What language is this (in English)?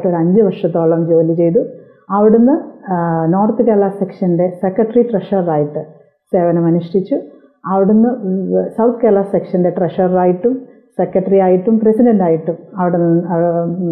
Malayalam